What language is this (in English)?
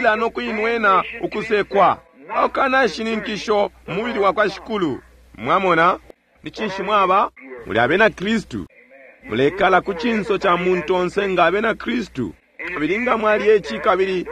Bemba